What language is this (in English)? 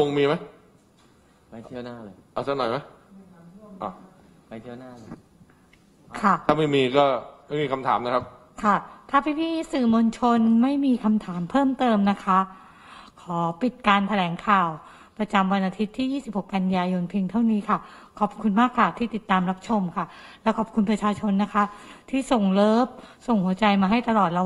Thai